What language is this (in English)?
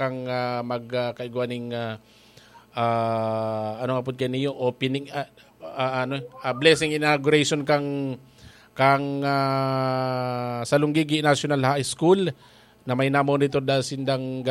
Bikol